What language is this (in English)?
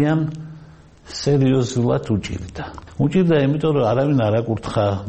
Georgian